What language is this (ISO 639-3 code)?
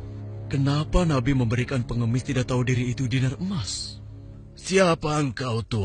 ind